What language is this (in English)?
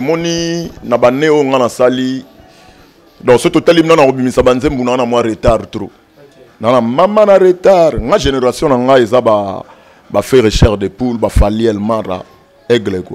Lingala